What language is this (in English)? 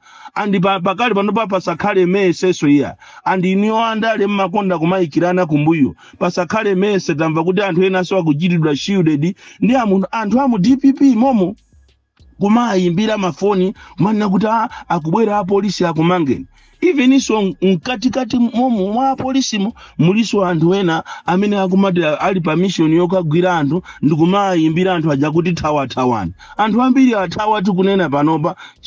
Nyanja